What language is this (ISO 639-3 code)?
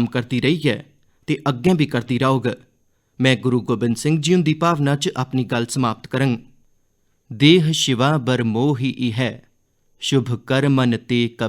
doi